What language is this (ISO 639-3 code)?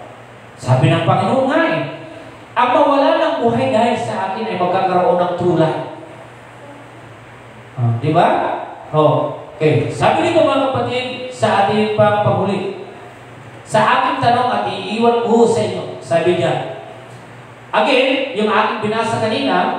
fil